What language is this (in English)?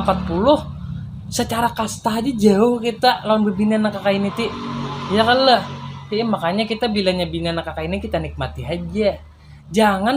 Banjar